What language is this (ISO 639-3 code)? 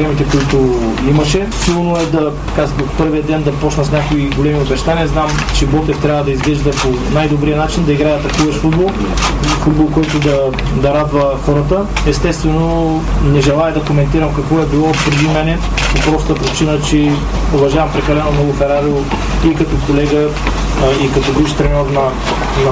bul